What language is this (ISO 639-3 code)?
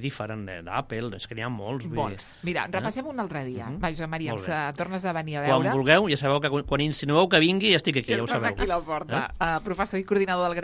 cat